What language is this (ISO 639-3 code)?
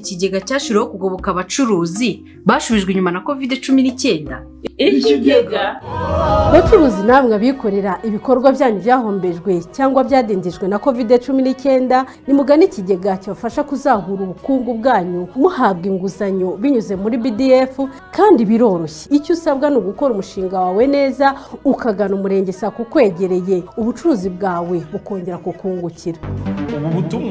kin